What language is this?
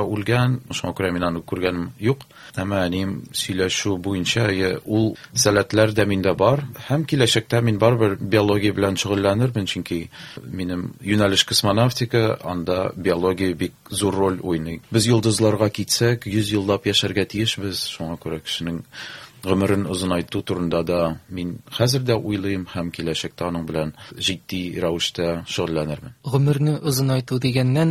Tatar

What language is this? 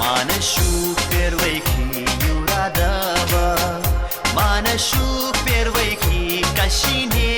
Chuvash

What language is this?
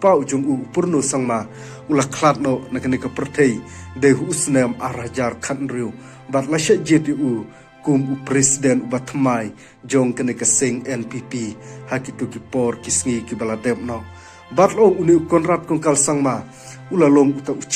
Khasi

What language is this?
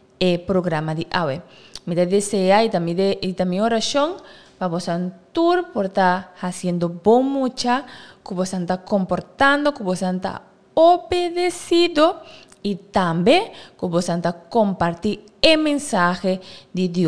Papiamento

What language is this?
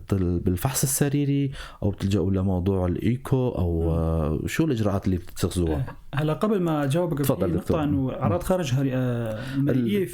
North Levantine Arabic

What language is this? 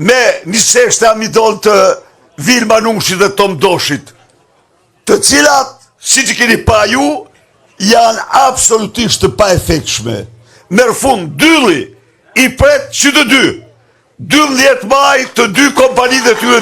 Albanian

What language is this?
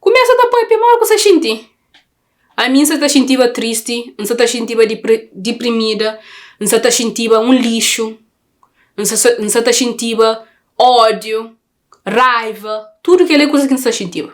Kabuverdianu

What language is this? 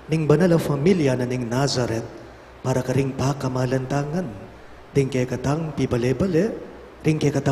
Pampanga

